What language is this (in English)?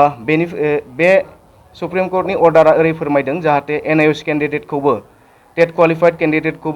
Bodo